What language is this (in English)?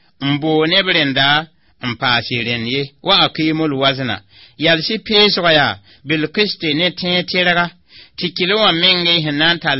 Mossi